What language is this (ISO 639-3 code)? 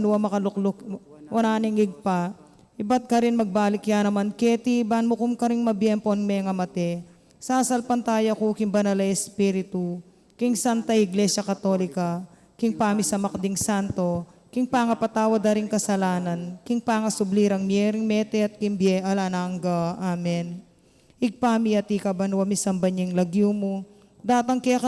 pam